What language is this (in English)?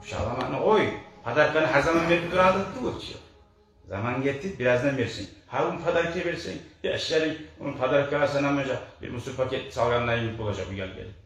Kumyk